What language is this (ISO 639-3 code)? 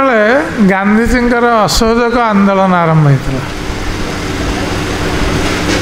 ori